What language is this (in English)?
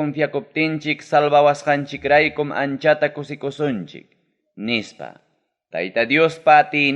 Ayacucho Quechua